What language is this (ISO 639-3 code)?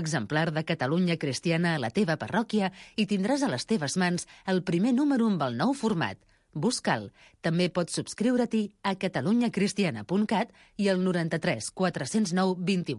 cat